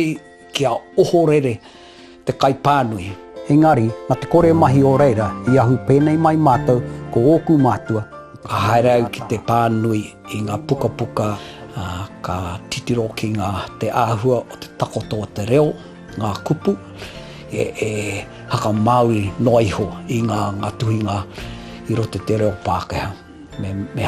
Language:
Māori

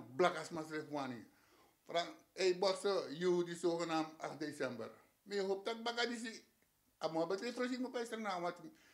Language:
Sranan Tongo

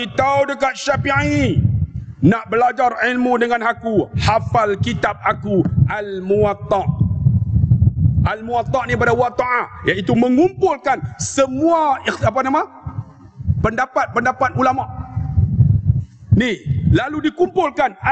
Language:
Malay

